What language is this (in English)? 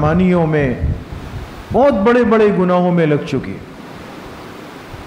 Urdu